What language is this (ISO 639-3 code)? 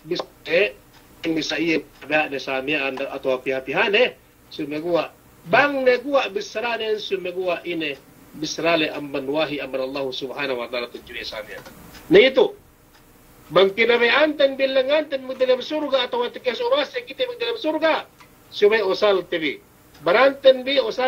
yka